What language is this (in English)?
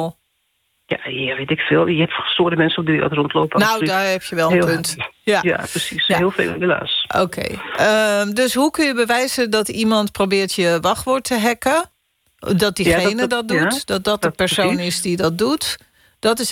Dutch